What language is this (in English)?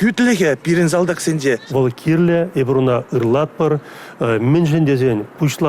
Chuvash